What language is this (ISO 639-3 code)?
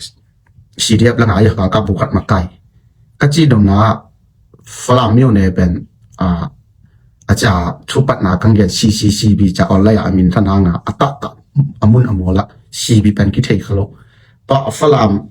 ctd